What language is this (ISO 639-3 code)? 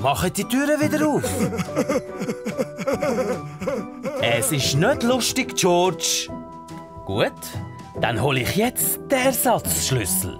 gsw